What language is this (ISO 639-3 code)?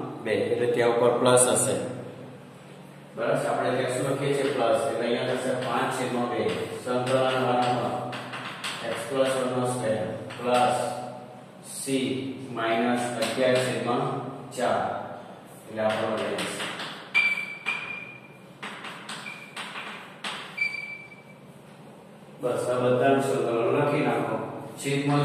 guj